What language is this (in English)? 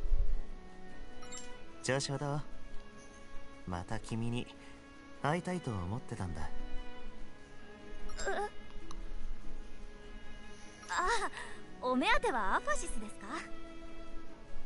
Japanese